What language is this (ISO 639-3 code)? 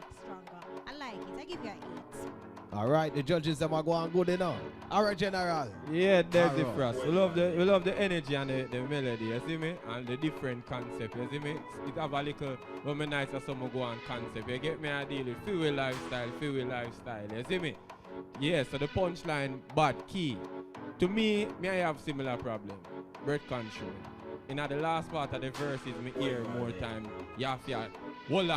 jam